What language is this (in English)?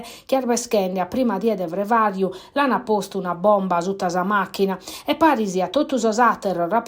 Sardinian